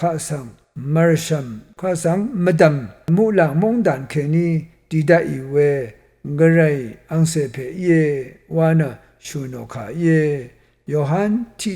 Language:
Rawang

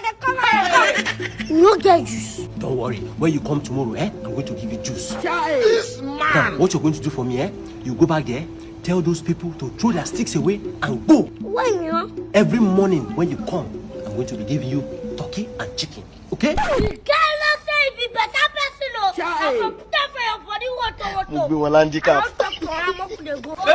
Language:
Nigerian Pidgin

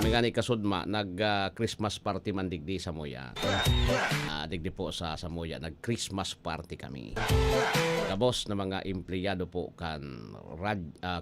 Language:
Bikol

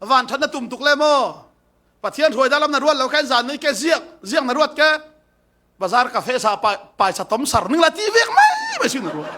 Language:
Falam Chin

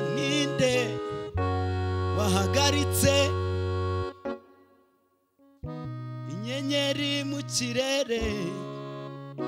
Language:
Kinyarwanda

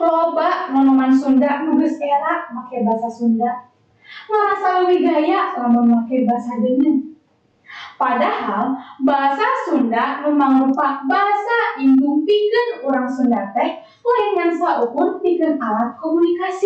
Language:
Sundanese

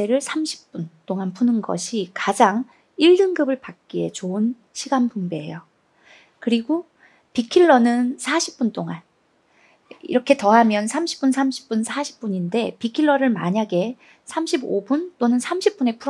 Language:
Korean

